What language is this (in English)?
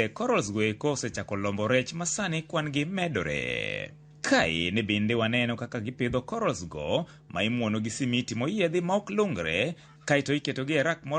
Luo (Kenya and Tanzania)